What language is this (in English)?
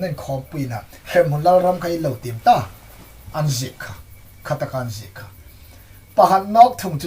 Hmar